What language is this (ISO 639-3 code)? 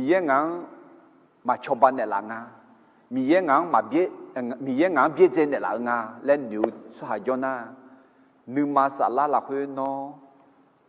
ahk